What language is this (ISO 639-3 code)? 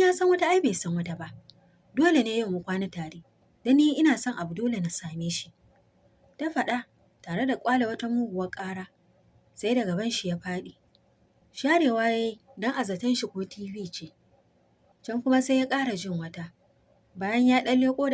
hau